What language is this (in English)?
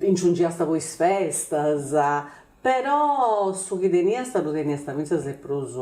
Sardinian